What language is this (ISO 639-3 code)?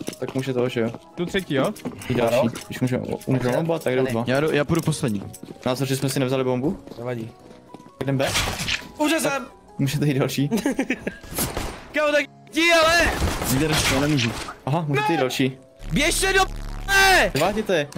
ces